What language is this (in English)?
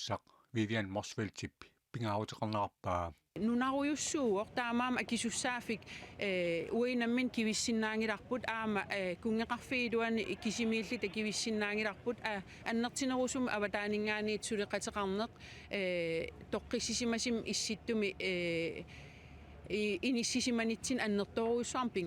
Kalaallisut